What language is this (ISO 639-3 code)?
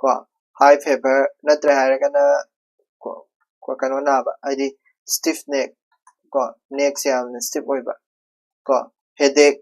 mni